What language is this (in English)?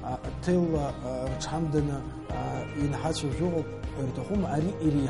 Abkhazian